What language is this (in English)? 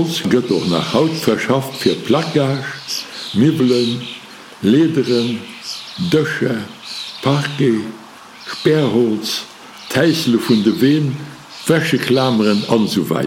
Luxembourgish